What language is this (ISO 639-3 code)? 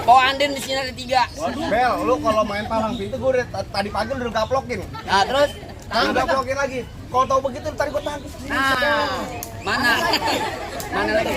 bew